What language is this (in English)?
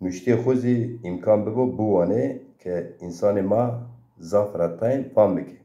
Zaza